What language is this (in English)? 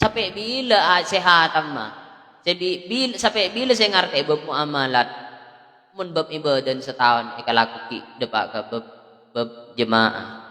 Madurese